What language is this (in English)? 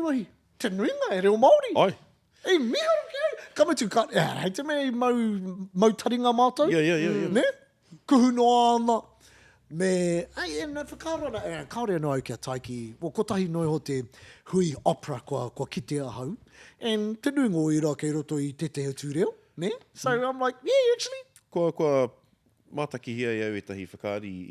Māori